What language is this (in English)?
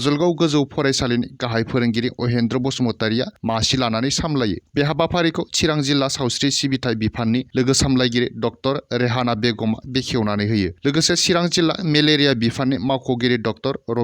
Bodo